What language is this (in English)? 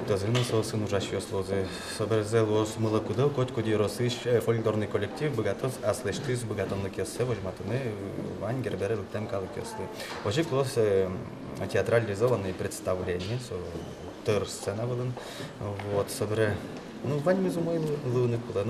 Udmurt